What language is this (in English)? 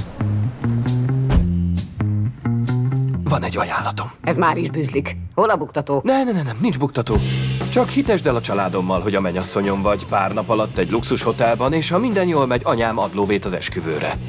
Hungarian